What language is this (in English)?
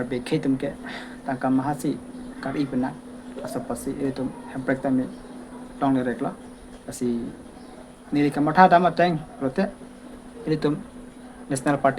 Karbi